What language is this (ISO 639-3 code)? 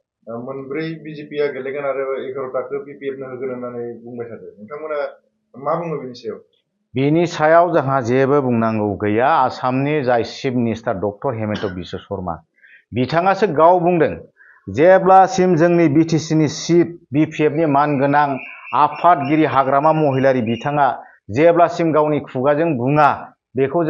brx